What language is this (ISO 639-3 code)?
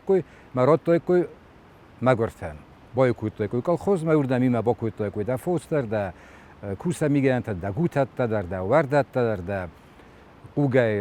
oss